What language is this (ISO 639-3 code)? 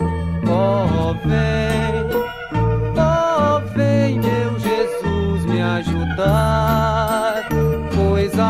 por